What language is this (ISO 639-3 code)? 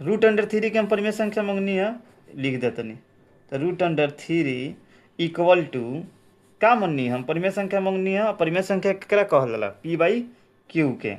bho